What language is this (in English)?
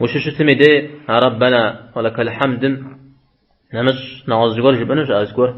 Kabardian